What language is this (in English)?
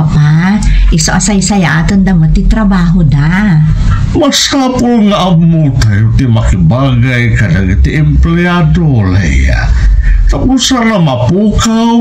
Iloko